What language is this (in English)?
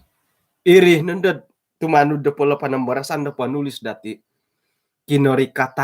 Central Dusun